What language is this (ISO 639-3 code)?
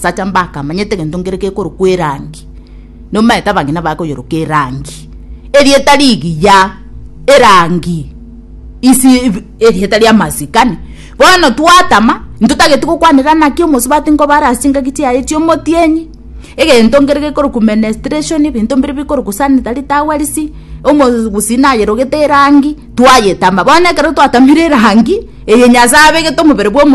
guz